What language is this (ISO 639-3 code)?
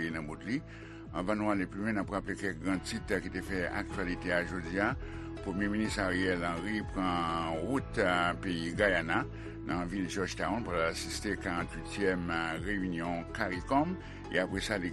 hat